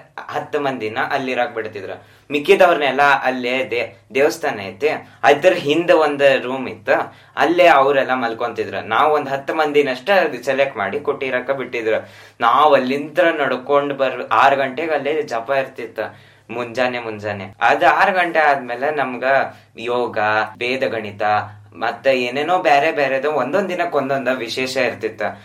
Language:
Kannada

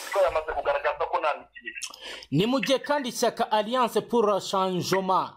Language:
Kinyarwanda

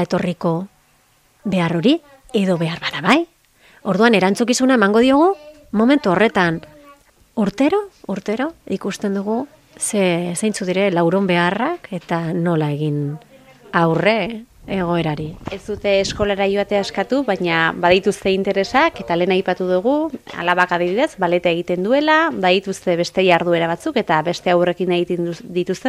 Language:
Basque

